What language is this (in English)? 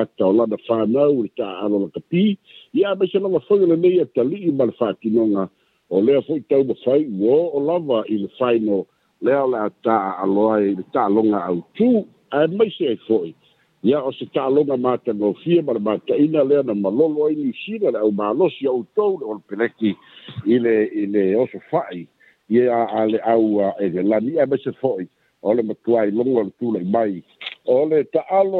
Samoan